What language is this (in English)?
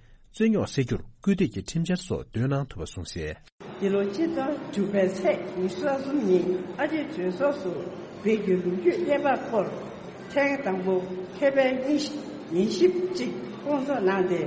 Tibetan